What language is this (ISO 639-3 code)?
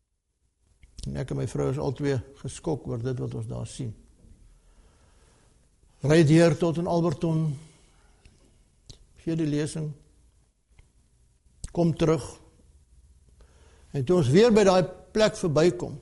afr